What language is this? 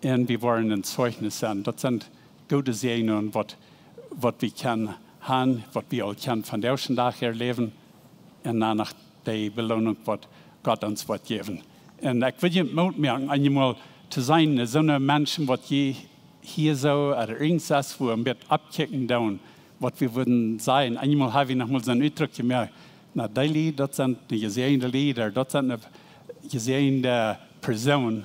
Plautdietsch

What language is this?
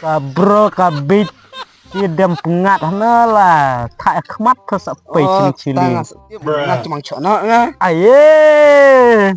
Khasi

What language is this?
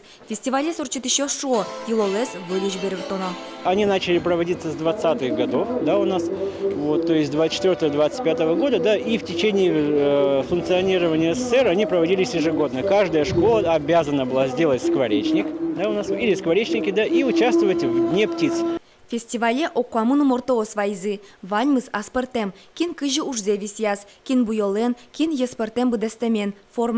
Udmurt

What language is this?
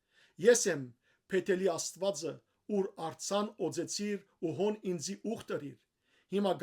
Western Armenian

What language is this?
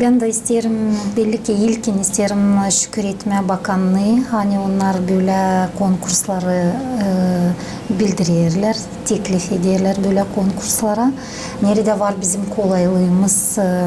Gagauz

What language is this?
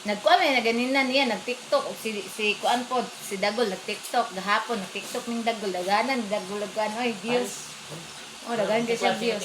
Cebuano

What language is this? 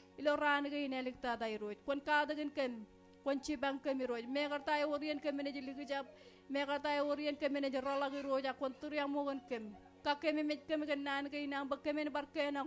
Marshallese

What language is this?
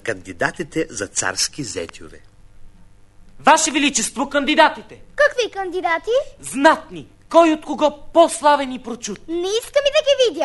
Bulgarian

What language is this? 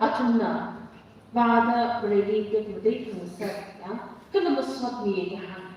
Tangkhul Naga (India)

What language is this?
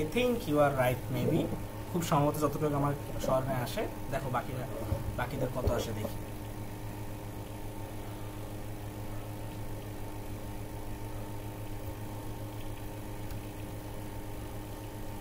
Bangla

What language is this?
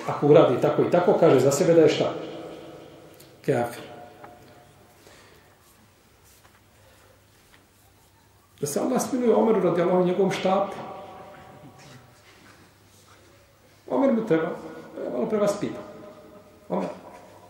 Bosnian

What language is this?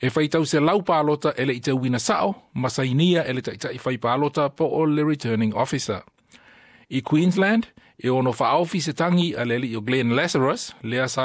Samoan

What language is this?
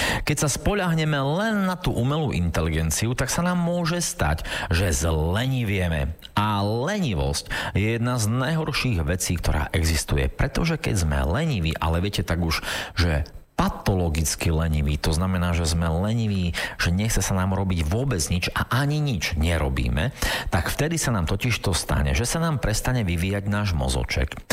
Slovak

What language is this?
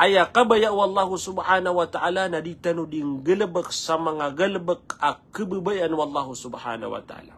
Maranao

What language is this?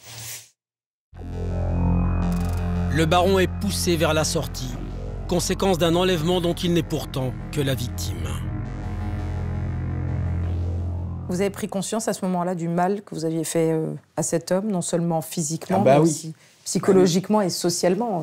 French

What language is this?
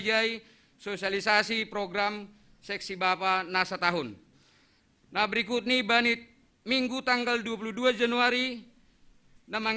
Batak Simalungun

